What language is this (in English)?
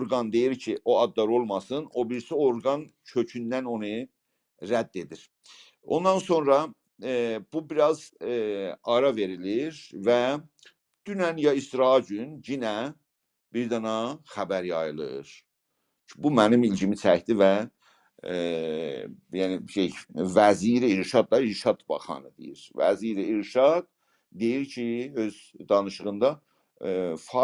South Azerbaijani